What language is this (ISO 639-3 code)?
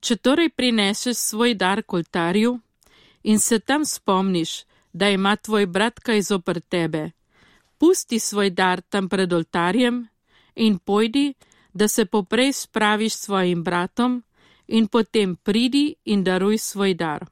slv